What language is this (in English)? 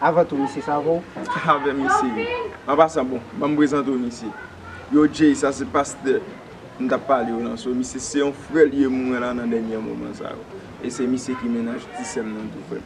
Haitian Creole